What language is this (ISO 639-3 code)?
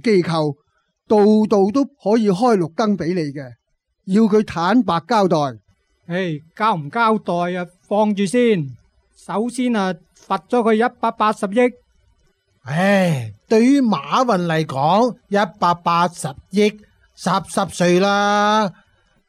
yue